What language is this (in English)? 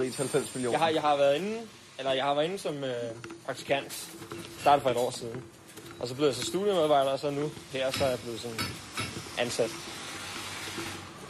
Danish